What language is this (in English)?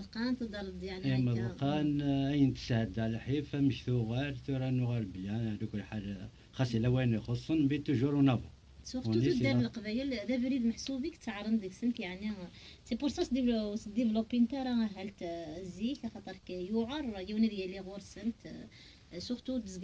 Kabyle